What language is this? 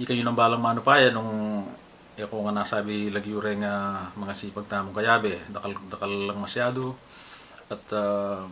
Pampanga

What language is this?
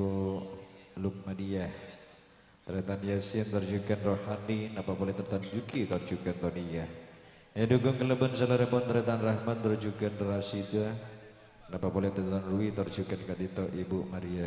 Madurese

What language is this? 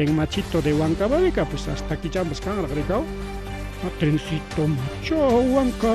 Ayacucho Quechua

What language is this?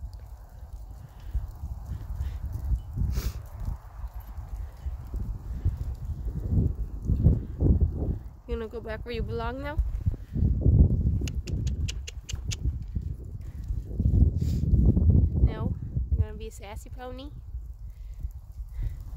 English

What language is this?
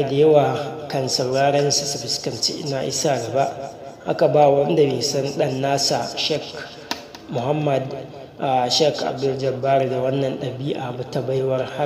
Hausa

